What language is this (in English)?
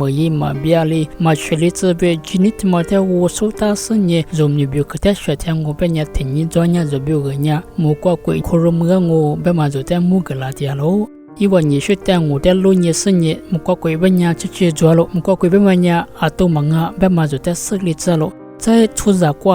Lisu